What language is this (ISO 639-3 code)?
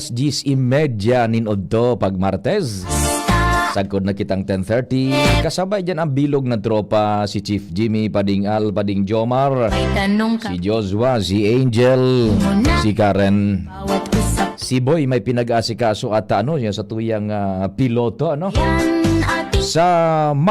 bik